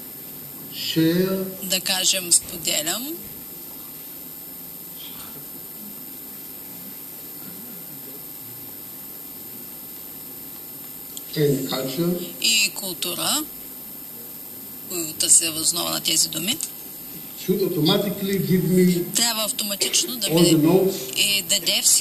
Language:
Bulgarian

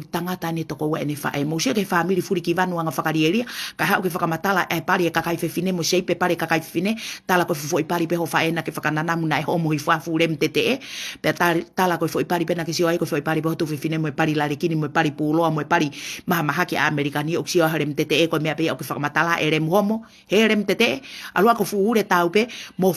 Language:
Tongan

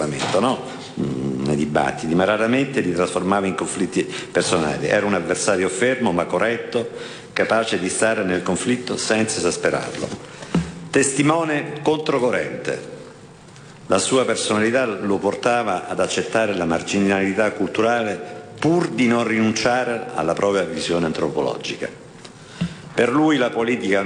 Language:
Italian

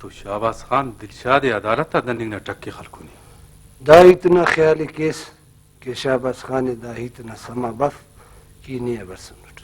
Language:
Brahui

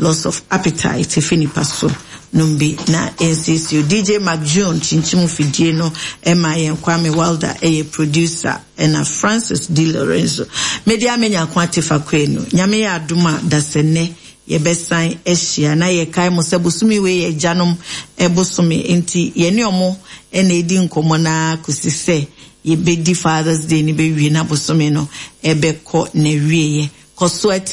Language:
Akan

